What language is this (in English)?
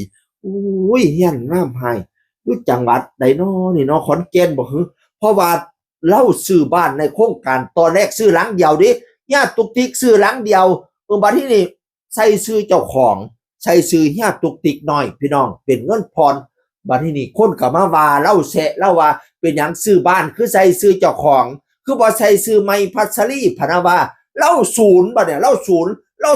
Northeastern Thai